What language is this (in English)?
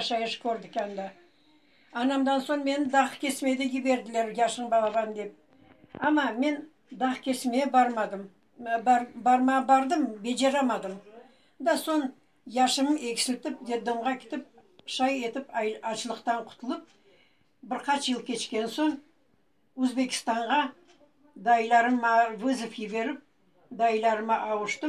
Crimean Tatar